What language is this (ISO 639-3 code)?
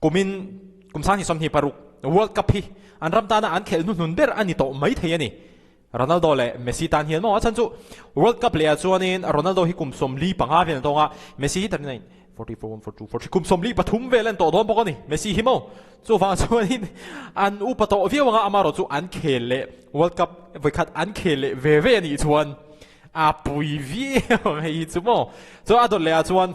lus